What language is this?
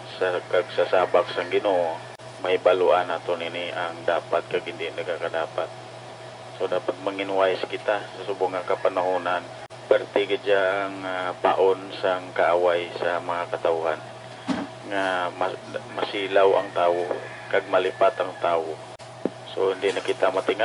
Hiligaynon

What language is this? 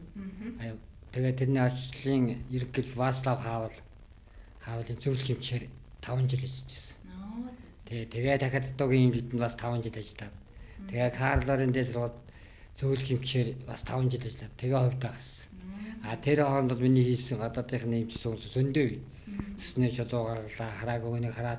Mongolian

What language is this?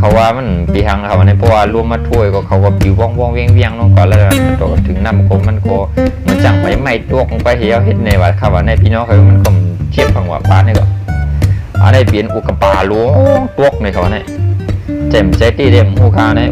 Shan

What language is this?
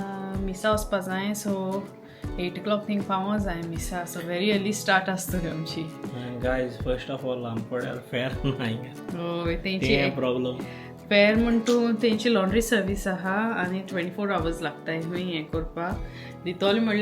Konkani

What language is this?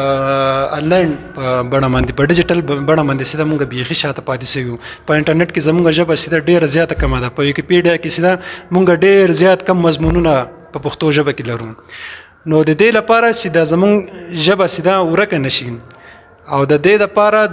Pashto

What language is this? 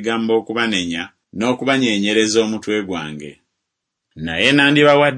Ganda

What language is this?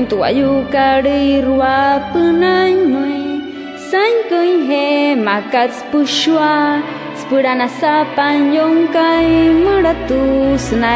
Wayuu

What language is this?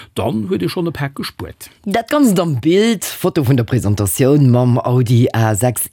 Luxembourgish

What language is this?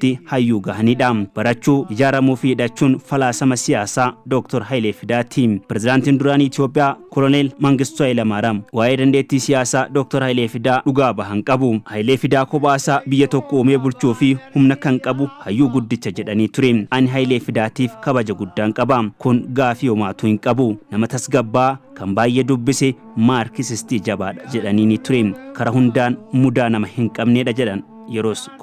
Oromo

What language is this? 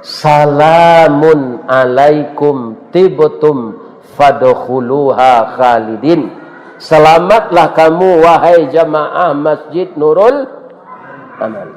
Minangkabau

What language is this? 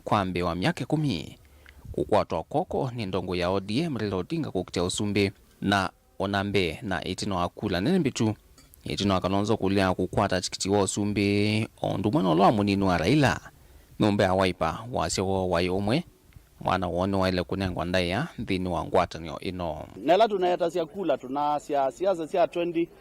Kamba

